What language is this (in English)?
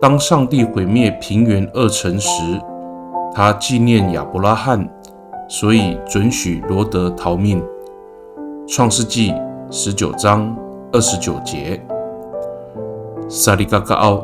Amis